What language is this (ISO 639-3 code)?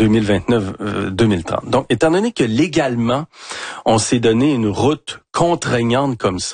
fra